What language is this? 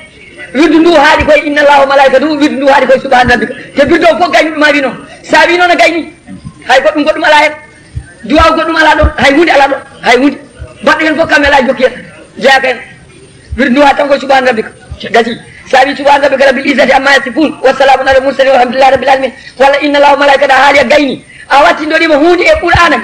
Fula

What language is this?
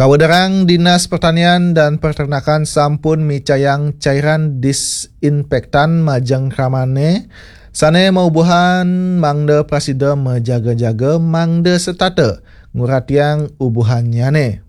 Balinese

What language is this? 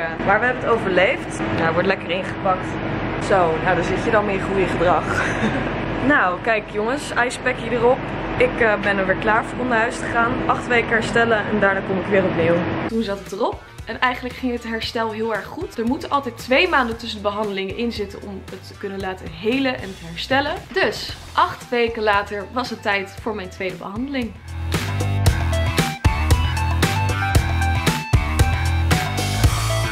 Dutch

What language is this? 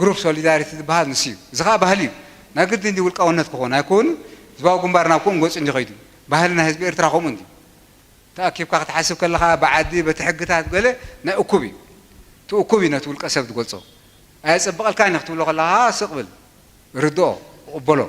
Tigrinya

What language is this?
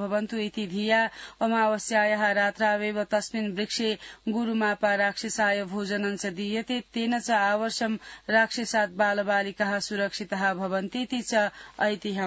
Sanskrit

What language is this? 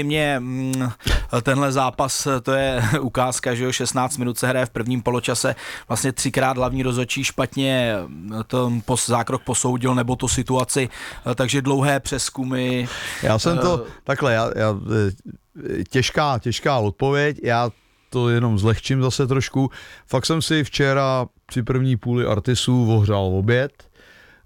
Czech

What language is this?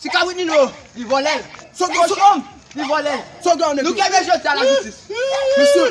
Haitian Creole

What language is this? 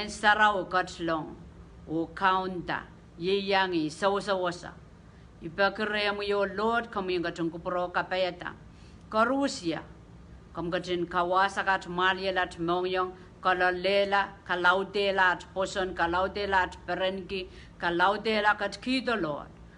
Pohnpeian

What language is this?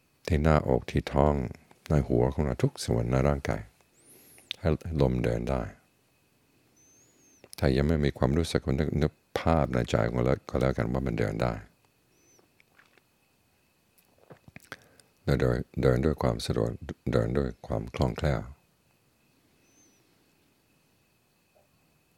Thai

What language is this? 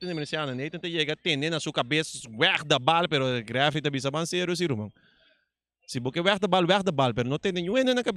Papiamento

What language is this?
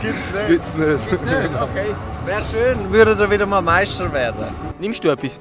Swiss German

